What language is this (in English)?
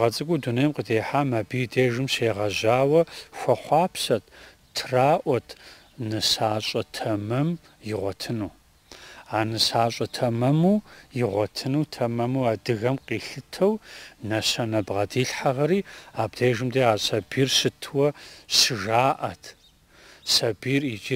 Kabardian